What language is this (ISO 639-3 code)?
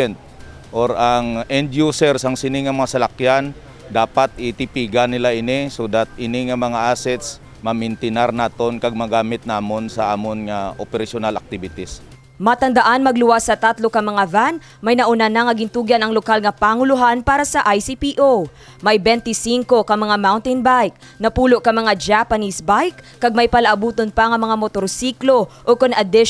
hil